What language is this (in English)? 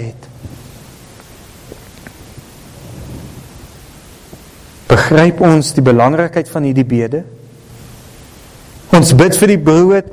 Afrikaans